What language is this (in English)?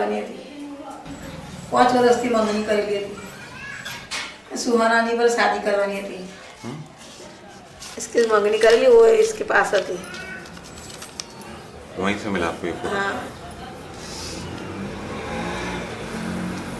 Hindi